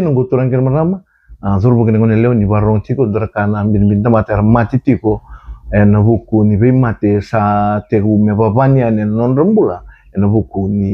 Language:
Fijian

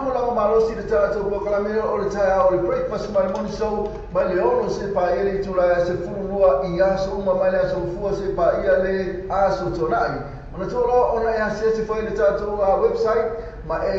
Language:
Samoan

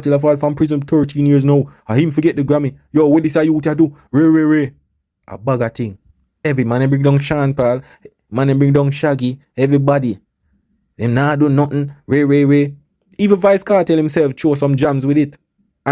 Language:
Jamaican Creole English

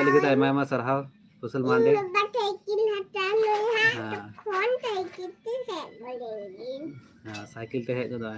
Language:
Santali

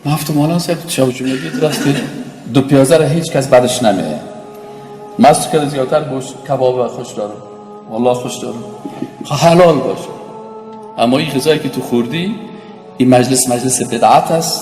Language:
Tajik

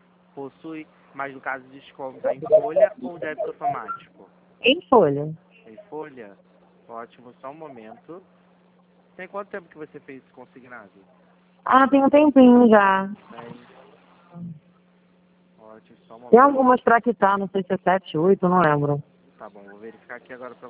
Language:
Portuguese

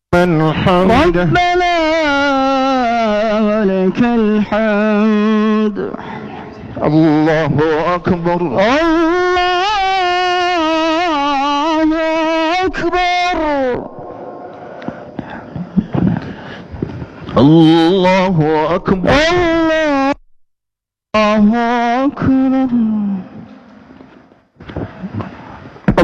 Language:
Arabic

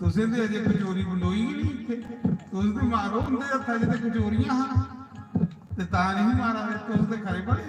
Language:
Dogri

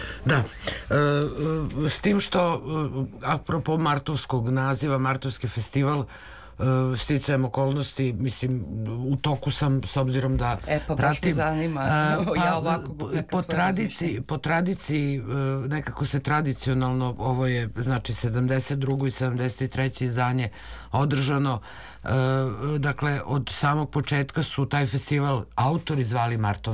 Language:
Serbian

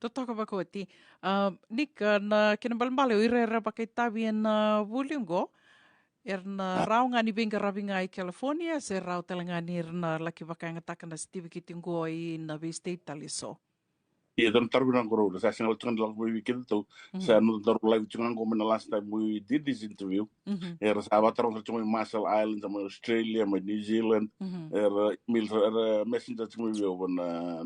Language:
Fijian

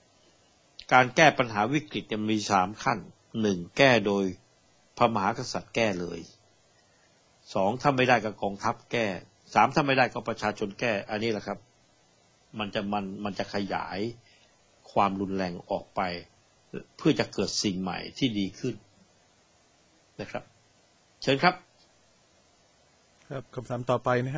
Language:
Thai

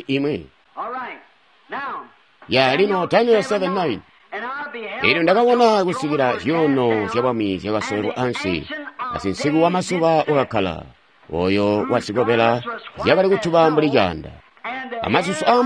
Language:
Tonga (Zambia)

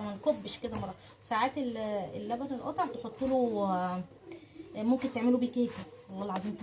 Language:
Egyptian Arabic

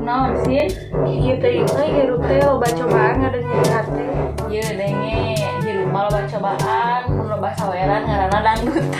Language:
Sundanese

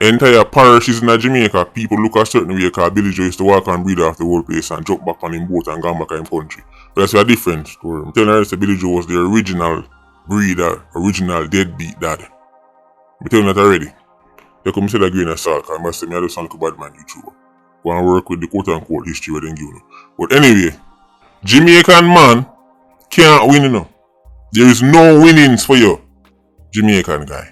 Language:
Jamaican Creole English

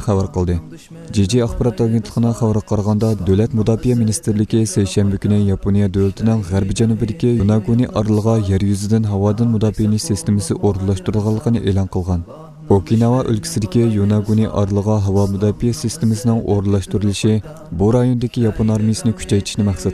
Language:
Uyghur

